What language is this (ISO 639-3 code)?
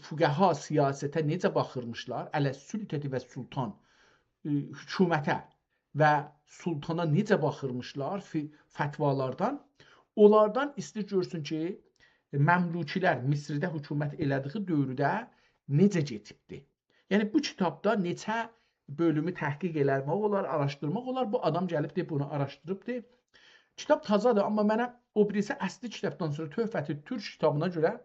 azb